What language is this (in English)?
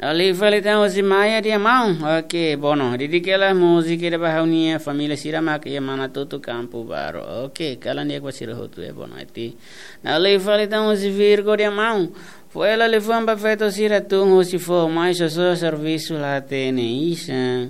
Tetum